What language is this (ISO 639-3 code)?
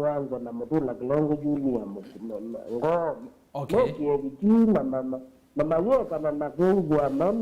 kam